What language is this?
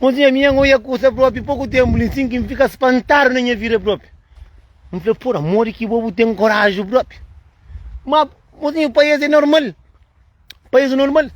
Kabuverdianu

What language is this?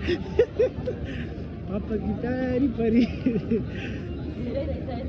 Nepali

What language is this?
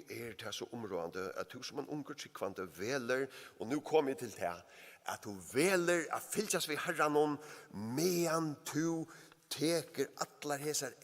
Faroese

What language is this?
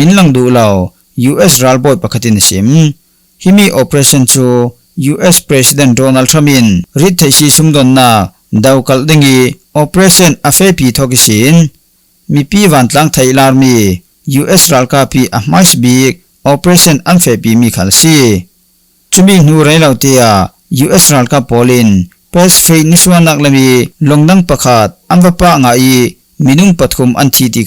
Falam Chin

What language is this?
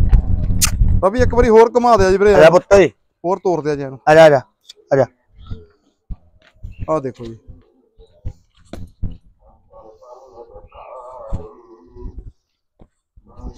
Punjabi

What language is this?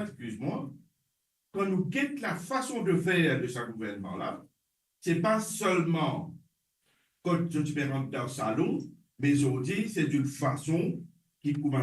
Morisyen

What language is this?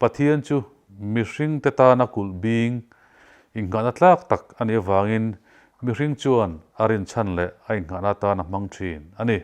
Mizo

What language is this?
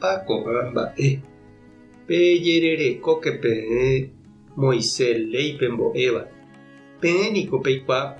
Guarani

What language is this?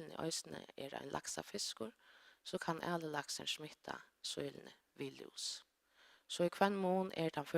Faroese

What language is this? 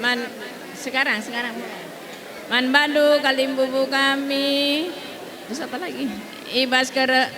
Batak Karo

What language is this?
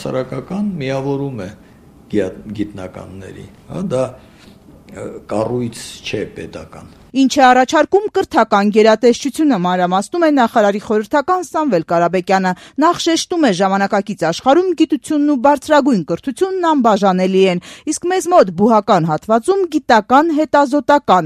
Armenian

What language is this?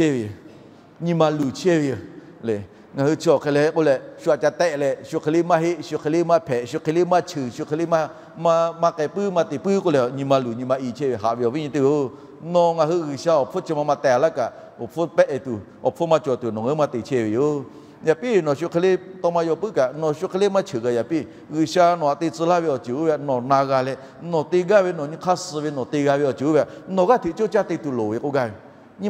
Lahu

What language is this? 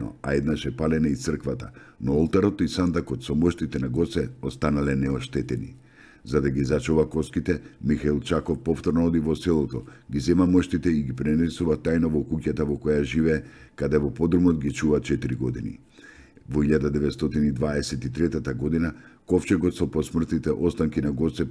Macedonian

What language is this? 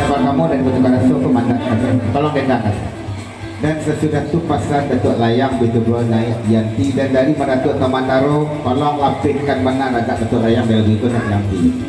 Minangkabau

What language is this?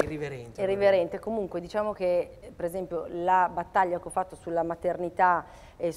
Italian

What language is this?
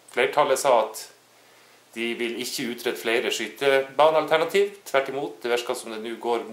Norwegian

